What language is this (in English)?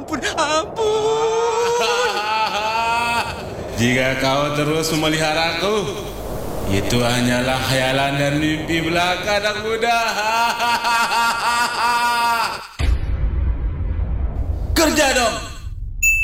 Indonesian